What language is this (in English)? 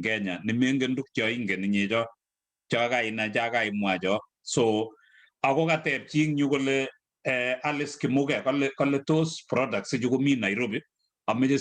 Kalenjin